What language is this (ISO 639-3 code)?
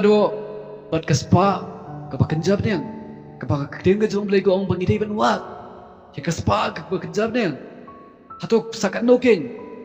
kha